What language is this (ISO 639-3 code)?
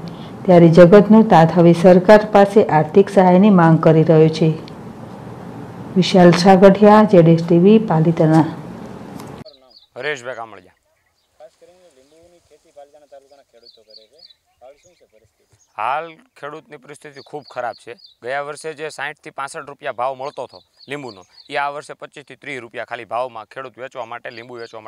guj